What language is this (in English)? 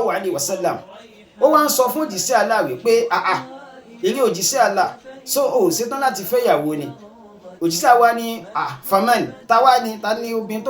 Yoruba